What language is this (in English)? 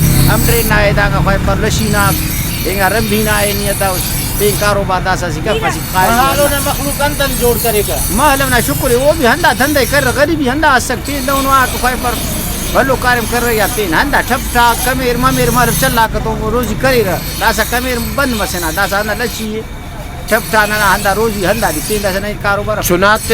Brahui